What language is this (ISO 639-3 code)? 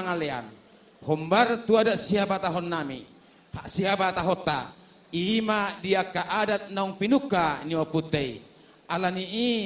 bbc